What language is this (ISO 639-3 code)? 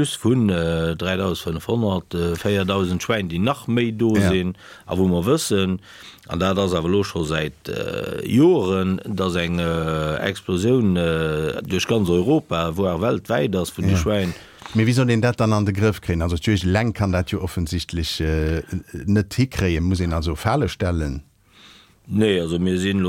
ltz